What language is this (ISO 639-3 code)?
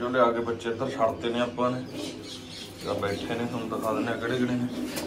pan